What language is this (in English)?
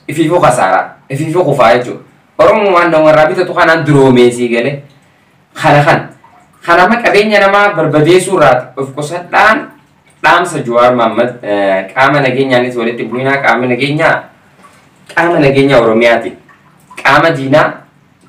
Oromo